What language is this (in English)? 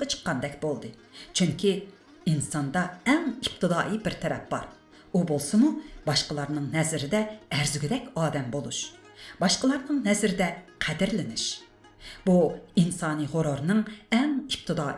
Uyghur